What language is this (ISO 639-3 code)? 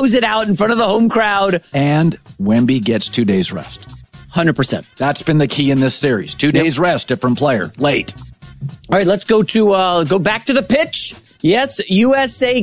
eng